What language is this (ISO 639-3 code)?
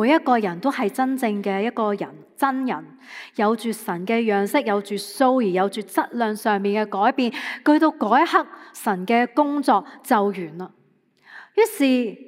yue